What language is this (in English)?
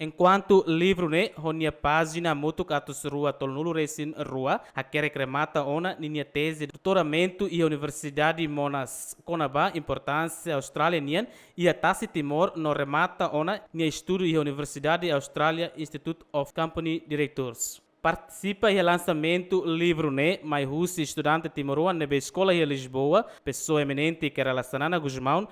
Tetum